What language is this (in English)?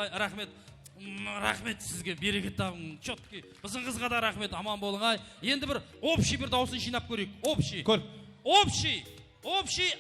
Kara-Kalpak